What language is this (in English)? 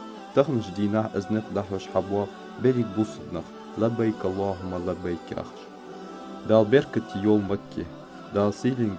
Ingush